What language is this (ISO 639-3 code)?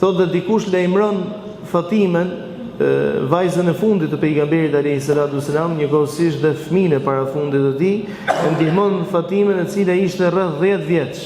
sqi